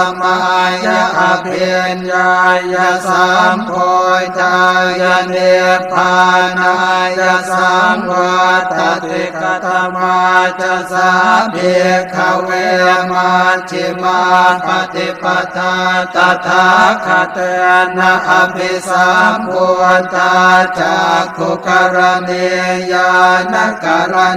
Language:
Pali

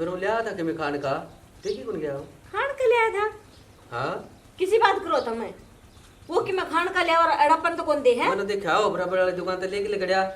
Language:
Haryanvi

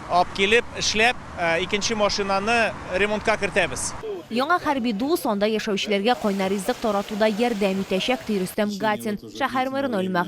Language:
Tatar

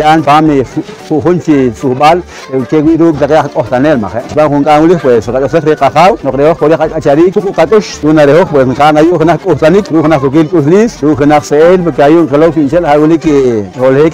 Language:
Poqomchi'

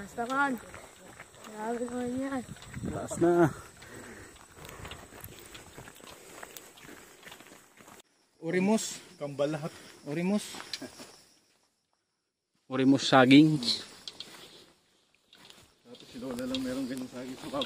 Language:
Filipino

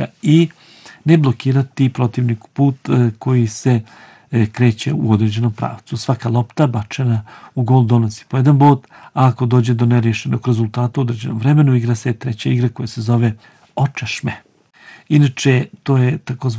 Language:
Bosnian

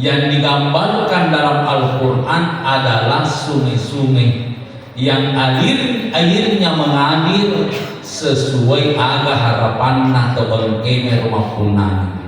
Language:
Buginese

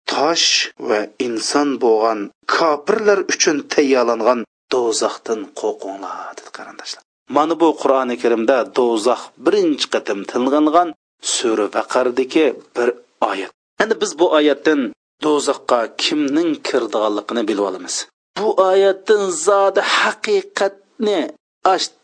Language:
Uyghur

